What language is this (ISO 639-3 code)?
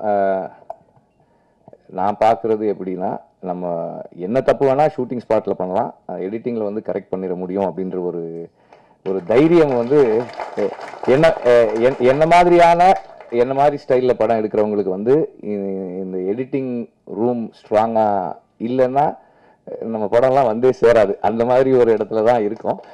tam